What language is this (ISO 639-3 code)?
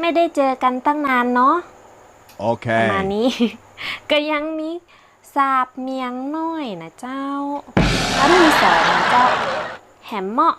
nod